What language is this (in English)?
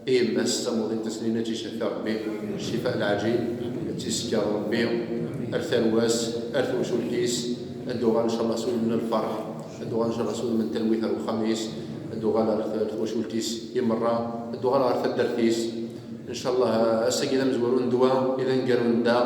Kabyle